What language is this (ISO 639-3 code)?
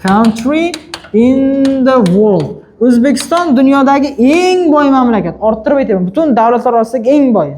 uzb